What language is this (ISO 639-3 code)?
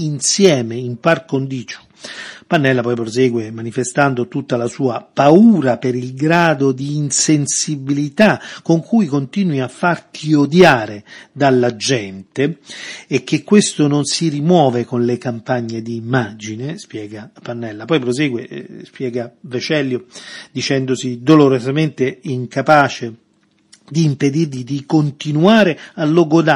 ita